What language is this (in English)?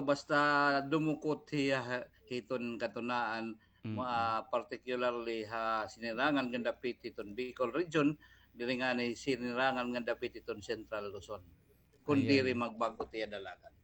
Waray